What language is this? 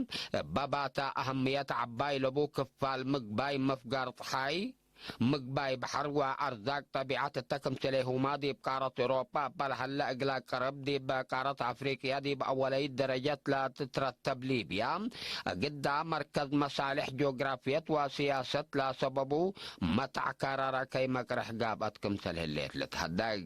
Tigre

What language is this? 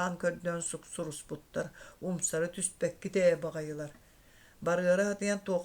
Yakut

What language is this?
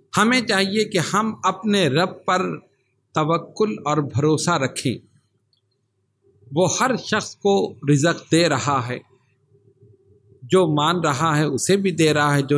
Urdu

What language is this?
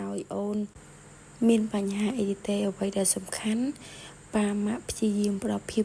Khmer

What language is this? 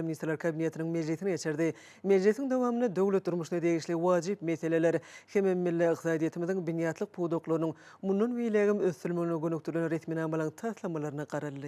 Turkmen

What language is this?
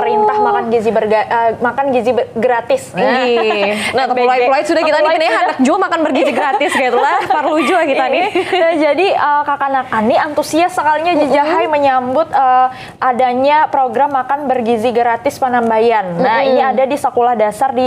Banjar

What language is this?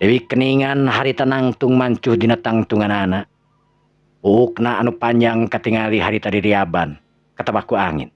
Sundanese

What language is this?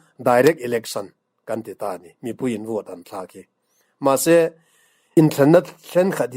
Mizo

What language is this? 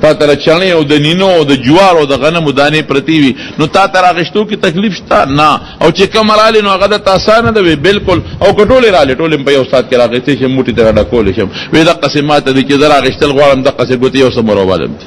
Pashto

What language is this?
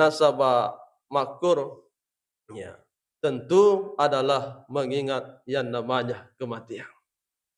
Buginese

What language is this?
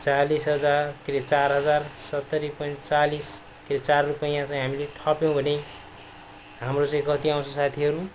Nepali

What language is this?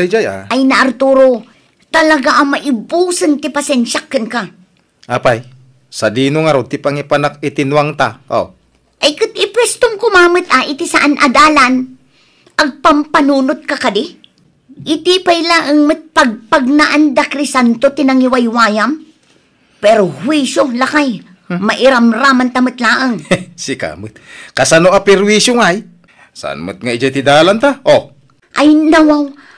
Iloko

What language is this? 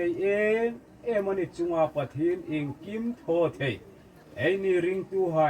Hmar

